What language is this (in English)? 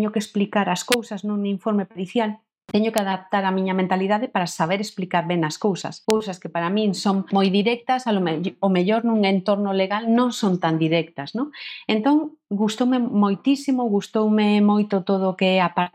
Galician